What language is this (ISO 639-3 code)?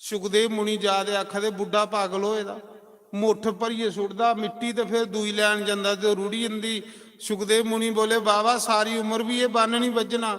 doi